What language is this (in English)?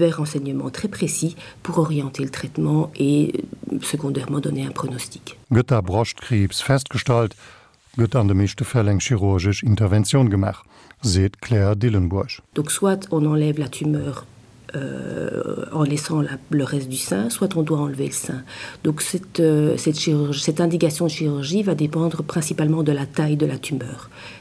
Luxembourgish